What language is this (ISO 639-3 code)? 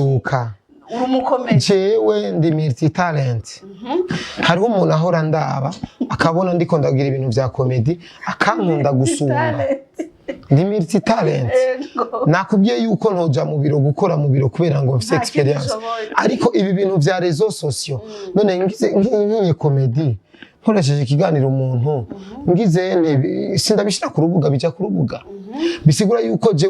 run